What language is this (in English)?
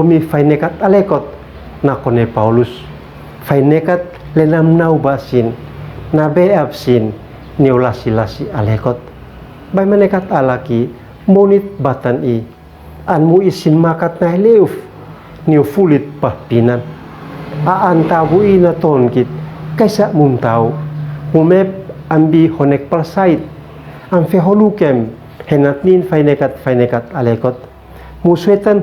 Uab Meto